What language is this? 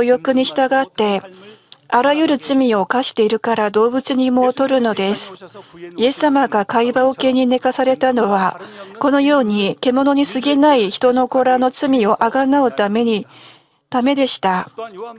Japanese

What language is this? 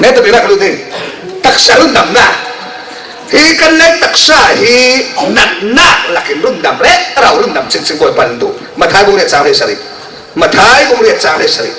Falam Chin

